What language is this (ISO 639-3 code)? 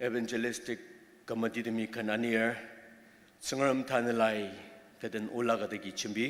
njo